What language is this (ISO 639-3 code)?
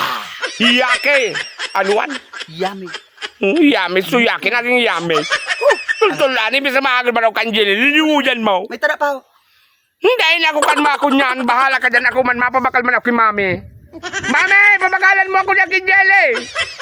bik